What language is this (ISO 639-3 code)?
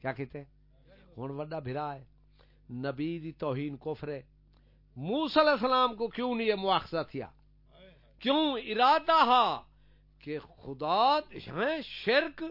skr